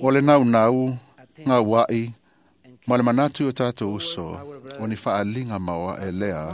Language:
Samoan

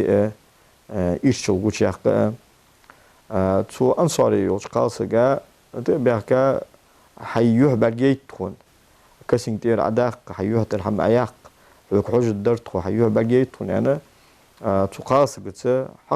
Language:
Ingush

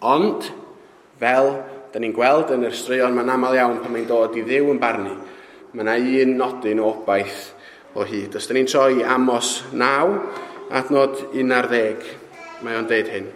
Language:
Welsh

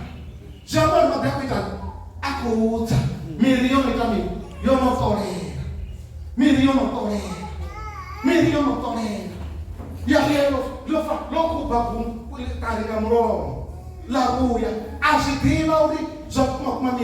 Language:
Venda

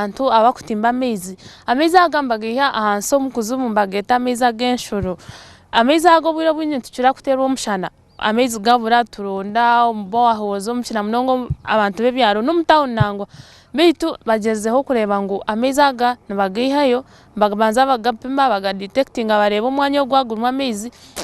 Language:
Nyankole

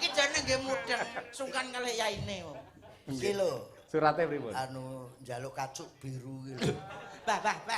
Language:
Javanese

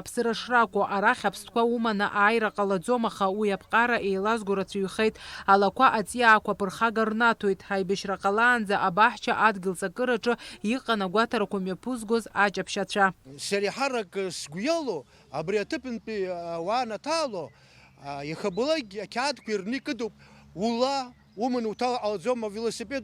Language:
Abkhazian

